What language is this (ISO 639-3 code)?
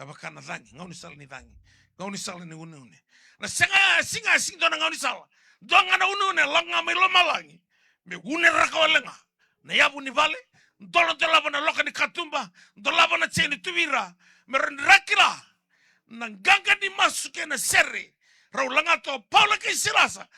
fij